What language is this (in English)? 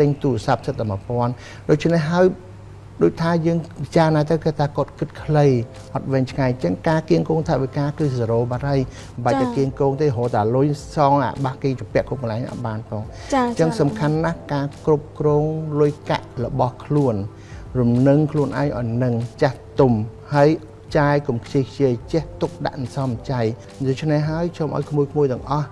Khmer